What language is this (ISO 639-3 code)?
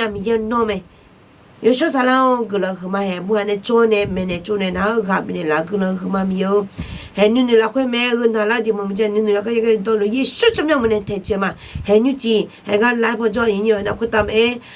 ahk